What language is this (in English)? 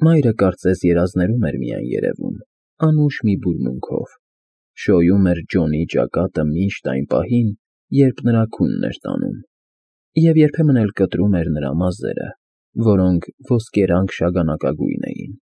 Armenian